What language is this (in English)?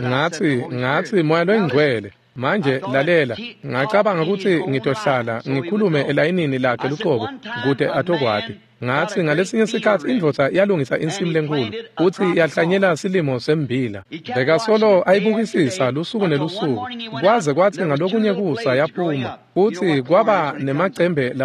Swati